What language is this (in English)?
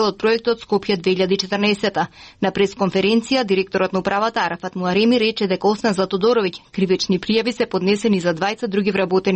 Macedonian